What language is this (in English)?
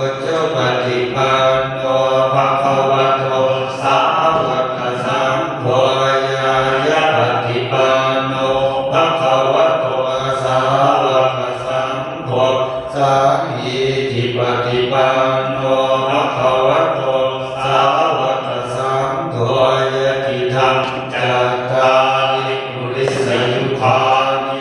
Pali